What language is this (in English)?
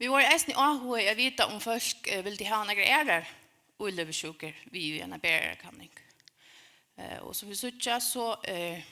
Faroese